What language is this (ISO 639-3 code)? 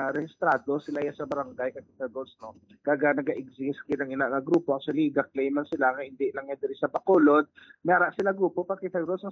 hil